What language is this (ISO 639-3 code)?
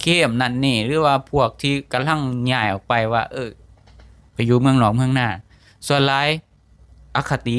lao